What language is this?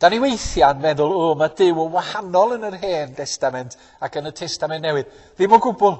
Welsh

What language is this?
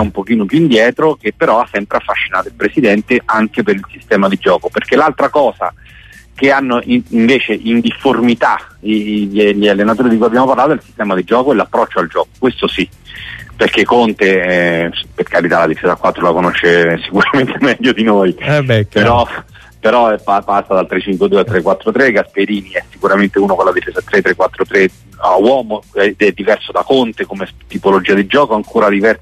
Italian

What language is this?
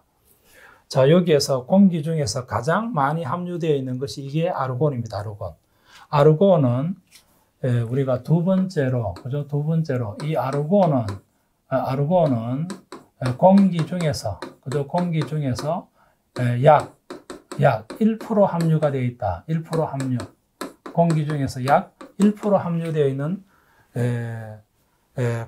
Korean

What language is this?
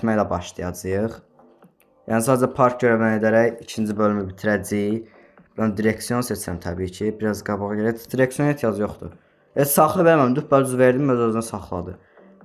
Azerbaijani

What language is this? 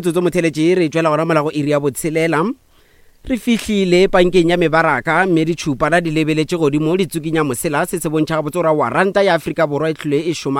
Northern Sotho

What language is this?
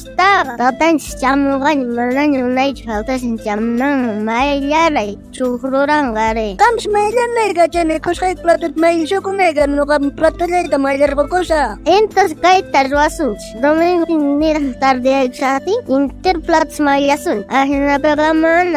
South Bolivian Quechua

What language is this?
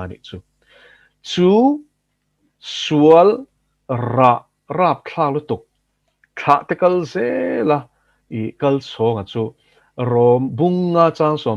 Mizo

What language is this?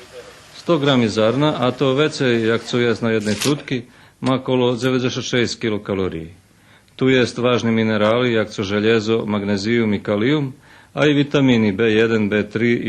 Rusyn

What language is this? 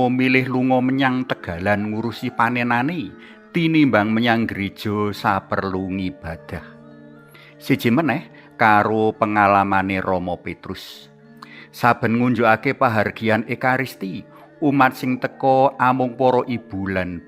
Javanese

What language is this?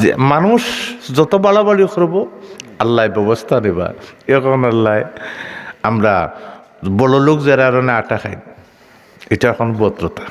Sylheti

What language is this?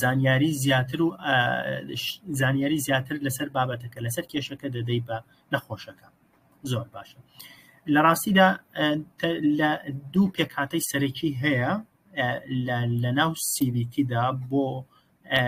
Central Kurdish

